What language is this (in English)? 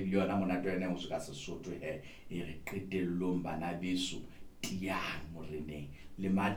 Southern Sotho